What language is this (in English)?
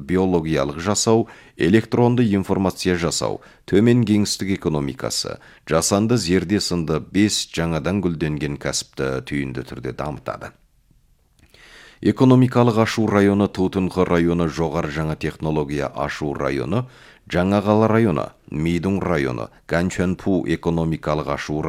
Kazakh